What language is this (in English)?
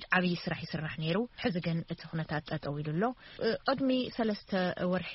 Tigrinya